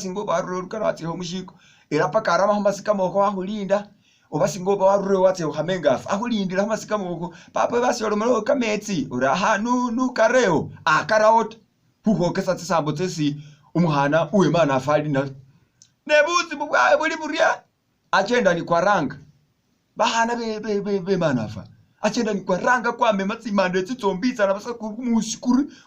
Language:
Masaaba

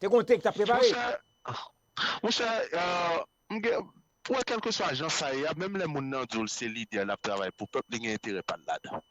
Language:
Haitian Creole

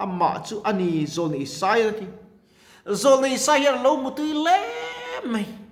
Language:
Mizo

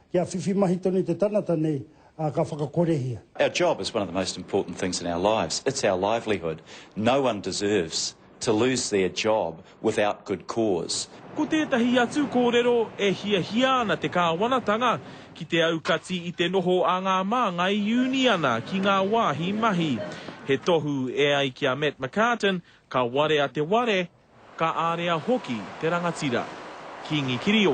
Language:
Māori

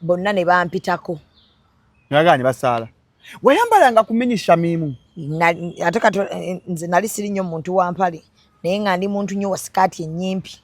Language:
Ganda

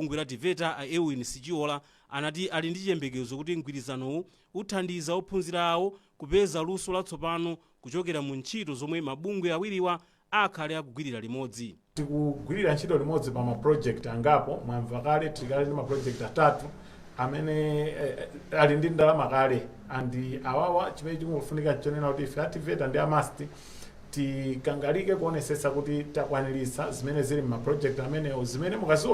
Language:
Nyanja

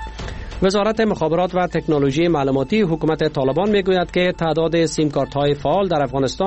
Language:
Persian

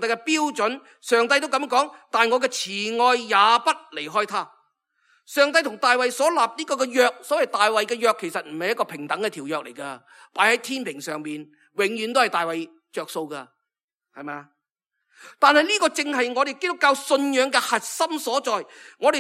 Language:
Cantonese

